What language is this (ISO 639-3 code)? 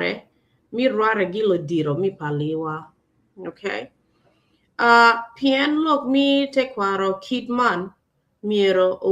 ach